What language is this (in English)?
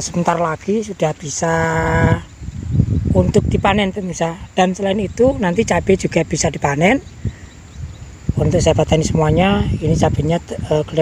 Indonesian